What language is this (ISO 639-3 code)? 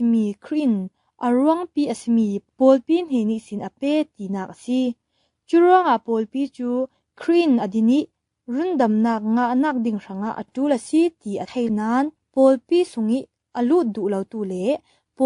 cfm